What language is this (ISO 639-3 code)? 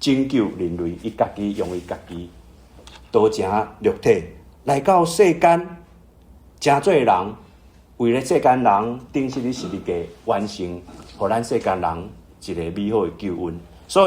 nan